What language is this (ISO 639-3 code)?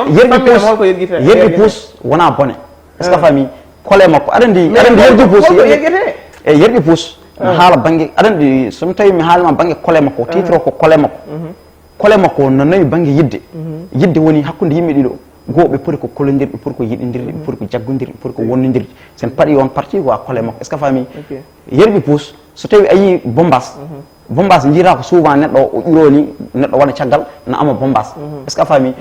ful